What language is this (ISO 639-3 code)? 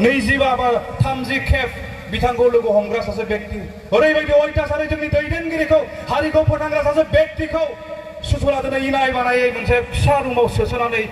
brx